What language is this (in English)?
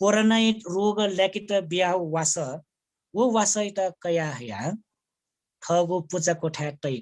Newari